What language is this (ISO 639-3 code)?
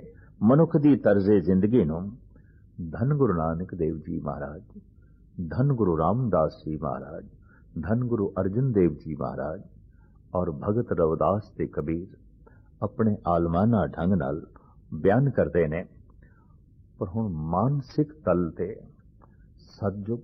pan